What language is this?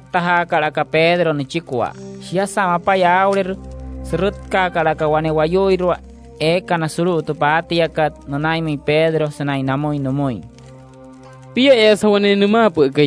Wayuu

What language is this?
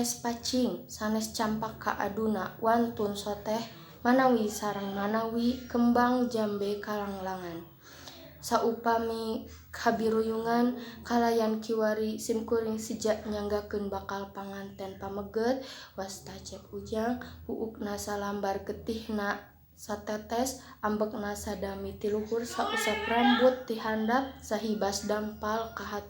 Sundanese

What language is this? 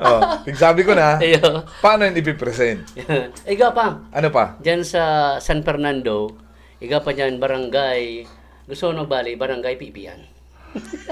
Bikol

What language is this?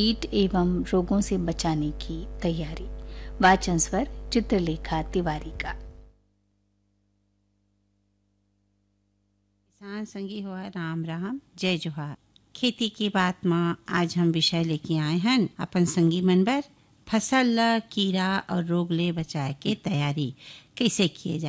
Chhattisgarhi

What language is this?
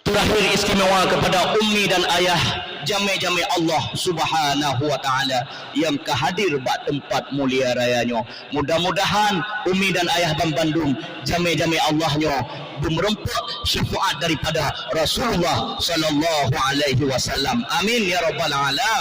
Achinese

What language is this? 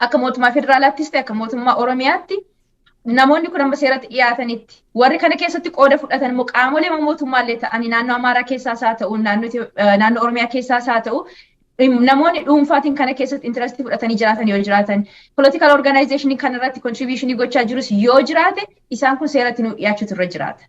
Oromo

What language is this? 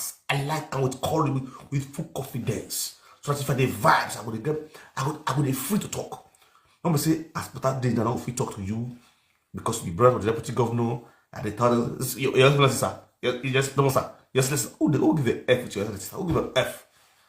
Nigerian Pidgin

